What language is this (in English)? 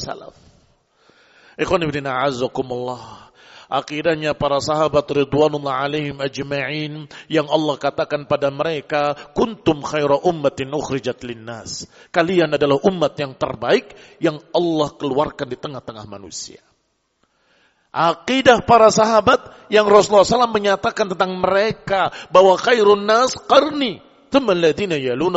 Indonesian